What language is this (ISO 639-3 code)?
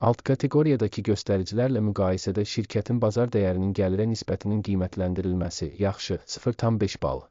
aze